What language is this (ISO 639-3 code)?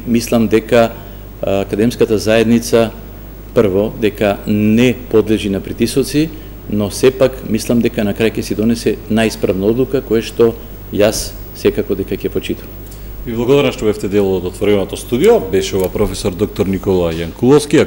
mkd